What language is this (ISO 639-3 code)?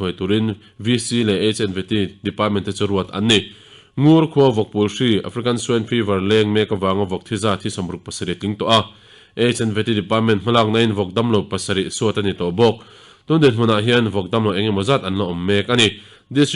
lus